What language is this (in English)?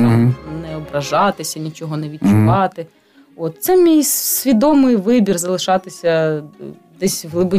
Ukrainian